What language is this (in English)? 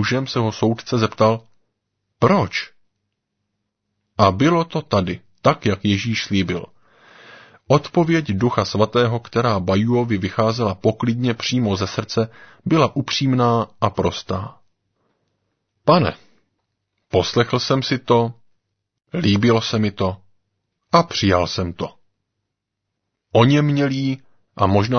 Czech